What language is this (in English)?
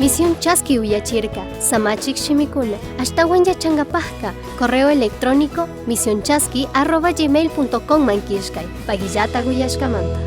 Chimborazo Highland Quichua